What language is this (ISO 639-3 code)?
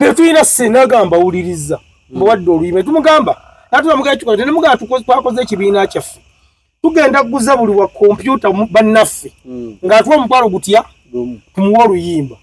lug